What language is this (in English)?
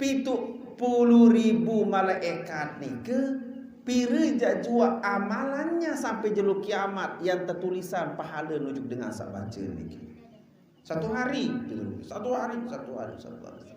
Sasak